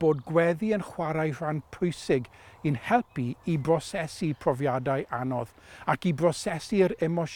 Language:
Welsh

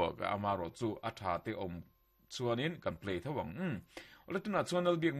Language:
Mizo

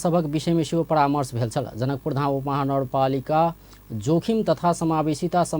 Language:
Maithili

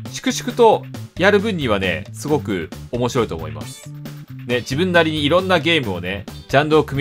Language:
Japanese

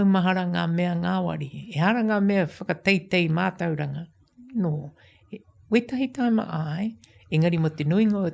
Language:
Māori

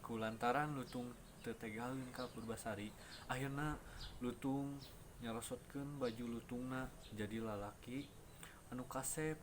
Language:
Sundanese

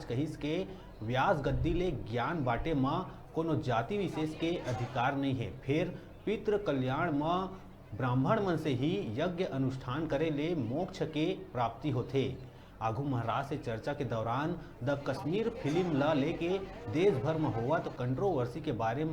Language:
Chhattisgarhi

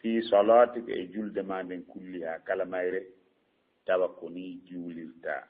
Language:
Fula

